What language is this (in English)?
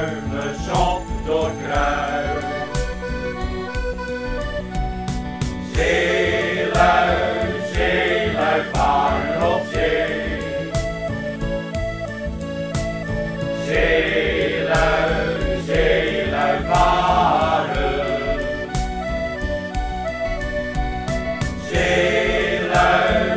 Dutch